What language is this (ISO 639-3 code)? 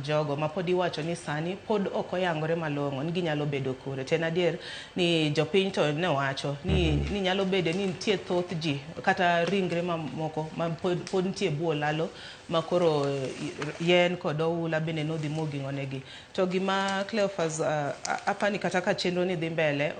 luo